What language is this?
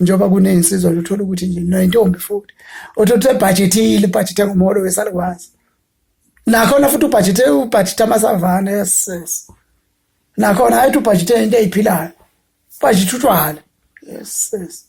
Zulu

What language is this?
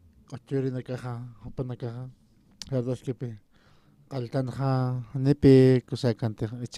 Aymara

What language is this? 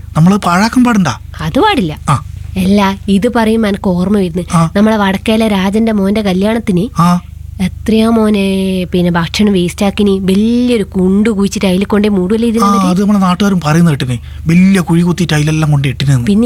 Malayalam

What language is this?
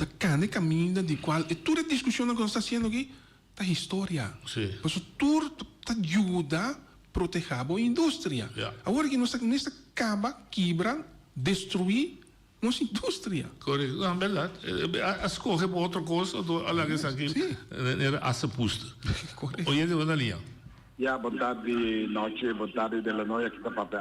Papiamento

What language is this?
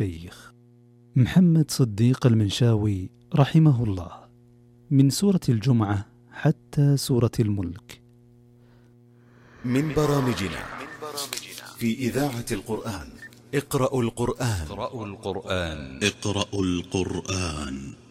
Arabic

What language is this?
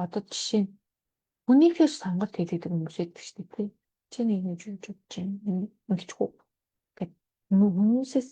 Mongolian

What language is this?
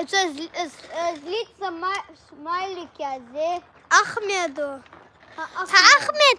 Chechen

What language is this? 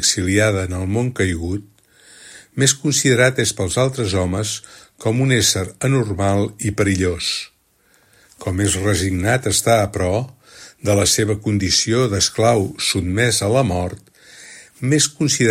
Catalan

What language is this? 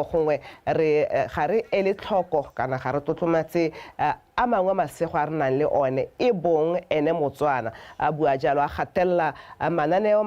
Tswana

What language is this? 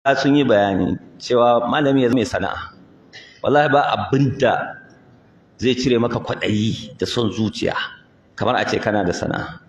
Hausa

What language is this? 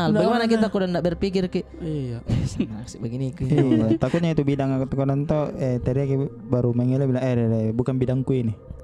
Makassar Malay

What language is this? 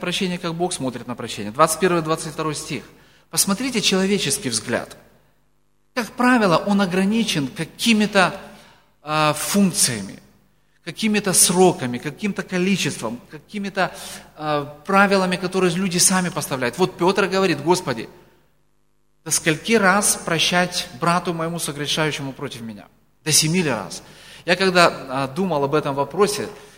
Russian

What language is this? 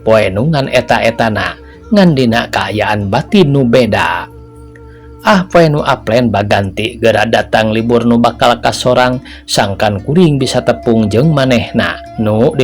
Sundanese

